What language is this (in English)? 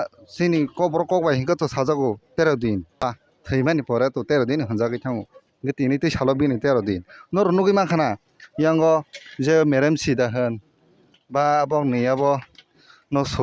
Kok Borok